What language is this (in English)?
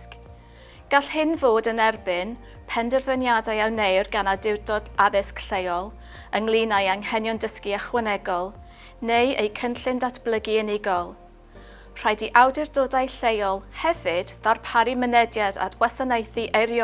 Welsh